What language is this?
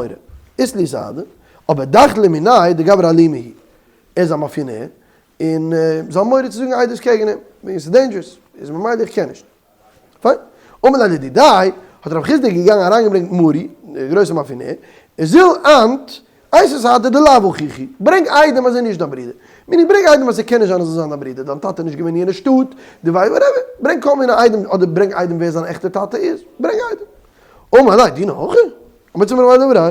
Yiddish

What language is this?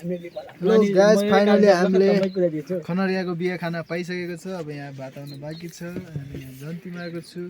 Nepali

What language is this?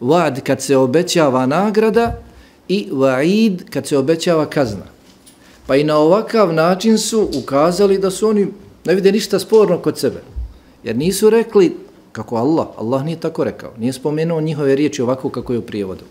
Bosnian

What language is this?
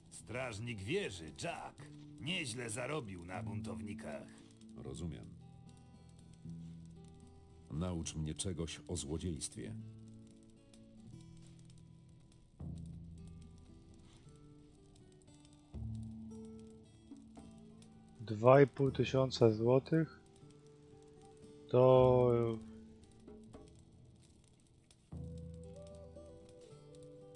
Polish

